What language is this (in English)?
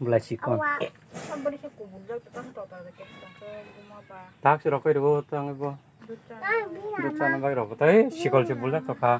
Kok Borok